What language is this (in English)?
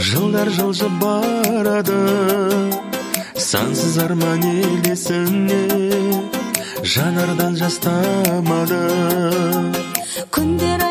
Kazakh